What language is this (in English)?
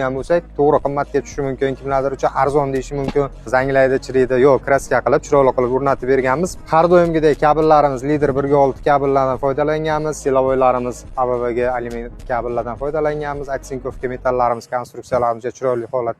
Uzbek